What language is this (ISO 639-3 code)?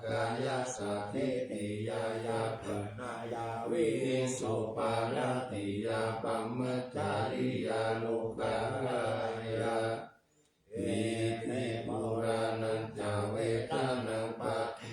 pli